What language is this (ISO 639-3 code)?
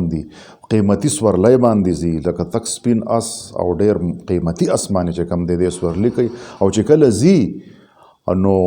pus